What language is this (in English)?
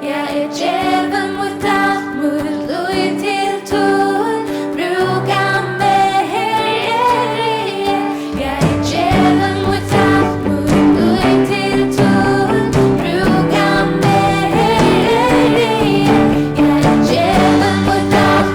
Faroese